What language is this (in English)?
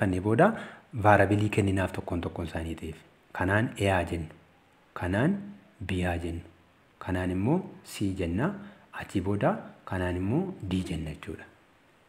Oromo